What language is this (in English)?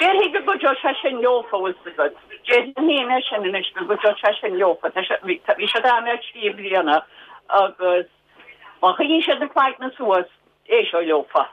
Irish